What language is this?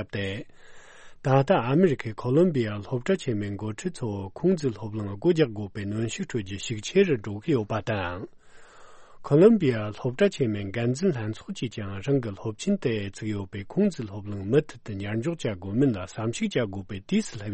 Tibetan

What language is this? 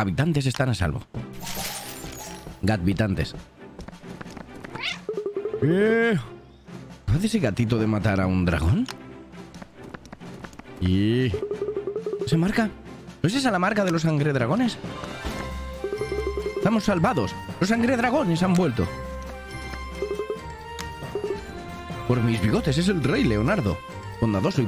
Spanish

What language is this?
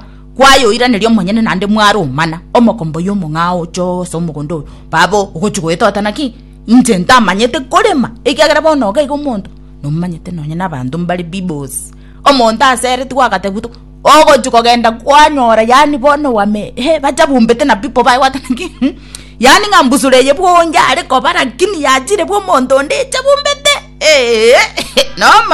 Gusii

